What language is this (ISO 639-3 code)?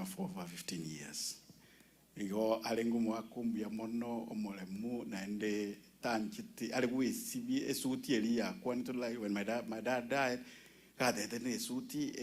guz